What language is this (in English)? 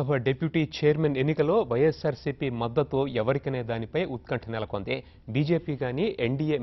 Telugu